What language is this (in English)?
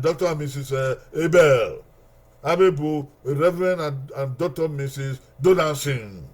Bini